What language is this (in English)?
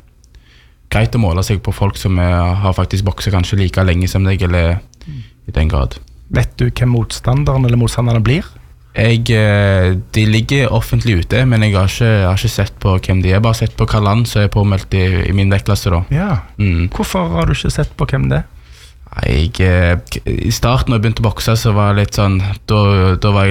Norwegian